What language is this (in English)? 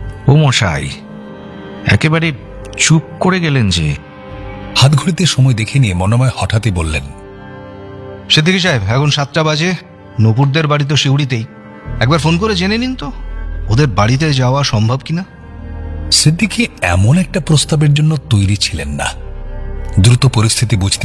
Bangla